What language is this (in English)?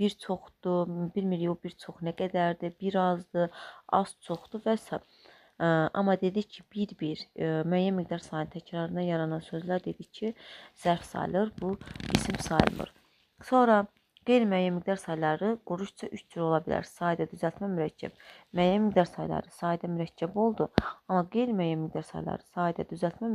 Azerbaijani